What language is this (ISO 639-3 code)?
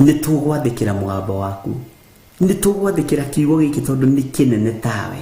kik